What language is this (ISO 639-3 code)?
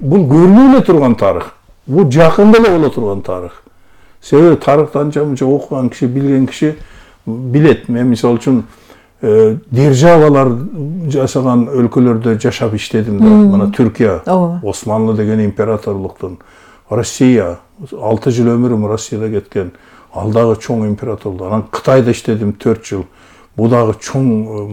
kir